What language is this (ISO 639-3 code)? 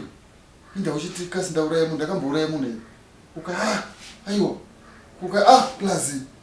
sna